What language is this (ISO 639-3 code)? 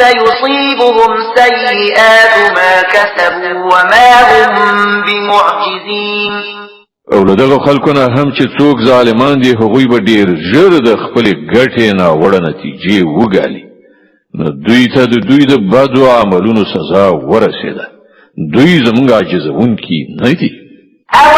pus